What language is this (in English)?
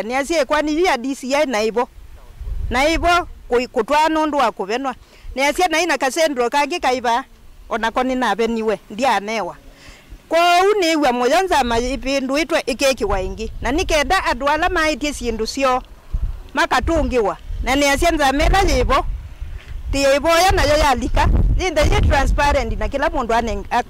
Kamba